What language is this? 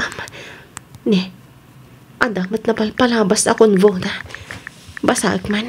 Iloko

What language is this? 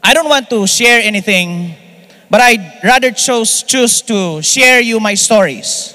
Hiligaynon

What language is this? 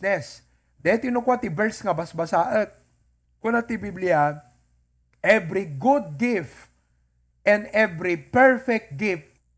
Iloko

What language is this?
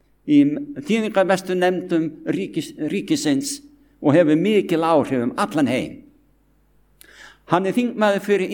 Icelandic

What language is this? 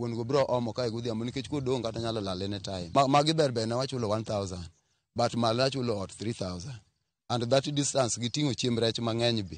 Luo (Kenya and Tanzania)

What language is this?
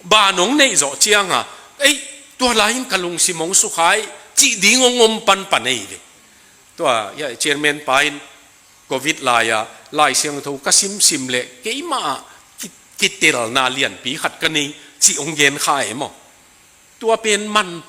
Tedim Chin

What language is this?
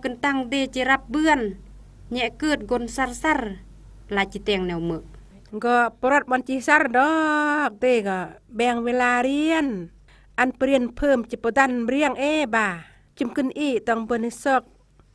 Khmu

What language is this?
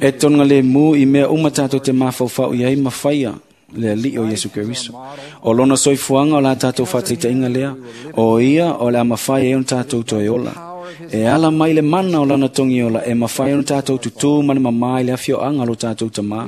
Samoan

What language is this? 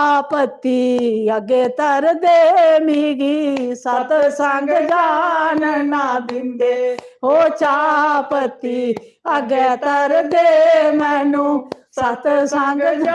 Dogri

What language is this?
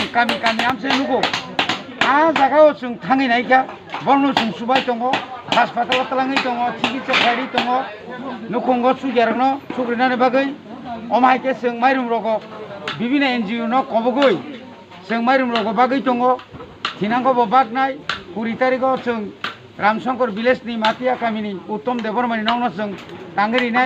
Kok Borok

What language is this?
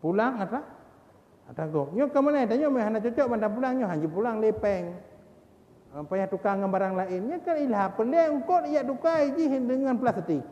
Achinese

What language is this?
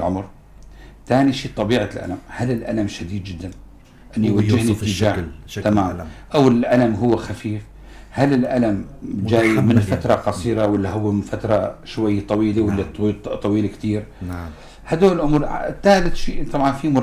North Levantine Arabic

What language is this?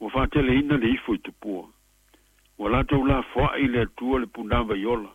Samoan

